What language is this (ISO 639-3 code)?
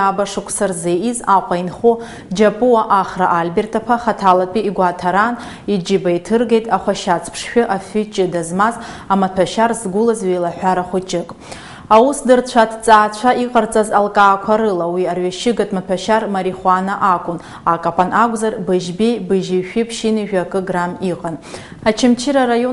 abk